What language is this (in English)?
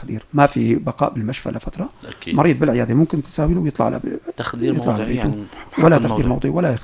North Levantine Arabic